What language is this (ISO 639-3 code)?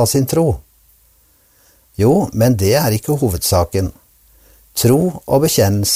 nor